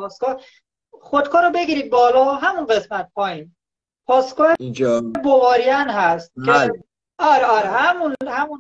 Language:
Persian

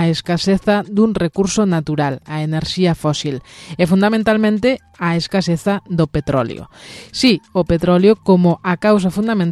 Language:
Galician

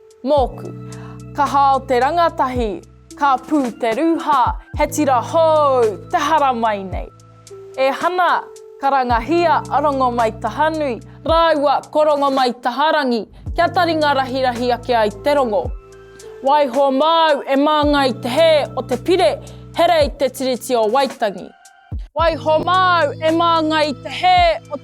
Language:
Māori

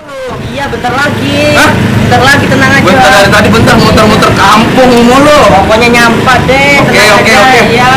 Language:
Betawi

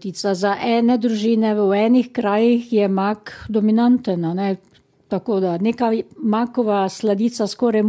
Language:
Slovenian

